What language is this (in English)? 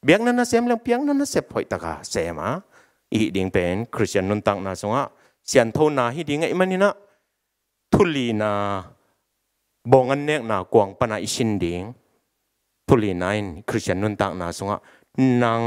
Tedim Chin